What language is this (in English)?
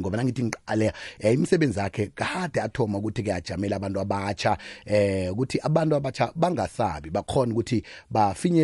South Ndebele